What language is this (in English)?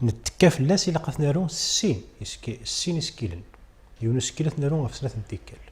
Kabyle